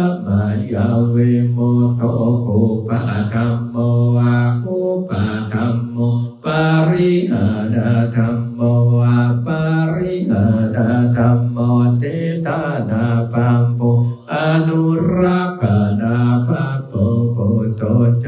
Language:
Pali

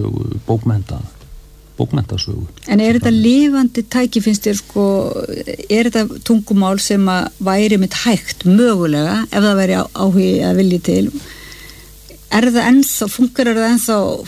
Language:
Icelandic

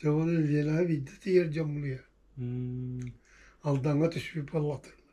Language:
Yakut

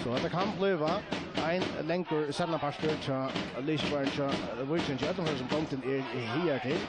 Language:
Faroese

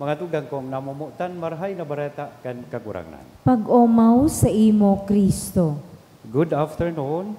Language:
Bikol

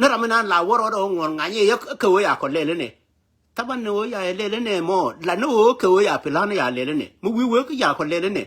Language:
Nuer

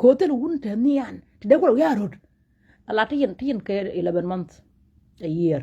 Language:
Nuer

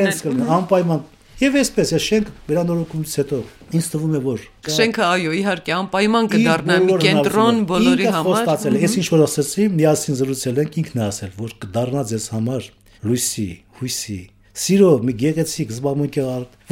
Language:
Armenian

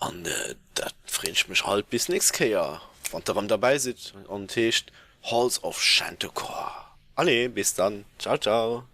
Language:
Luxembourgish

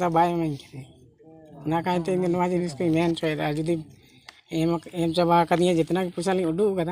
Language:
Santali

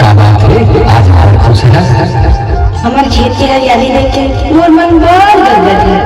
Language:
Chhattisgarhi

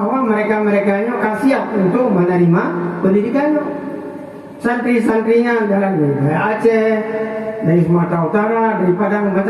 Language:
Achinese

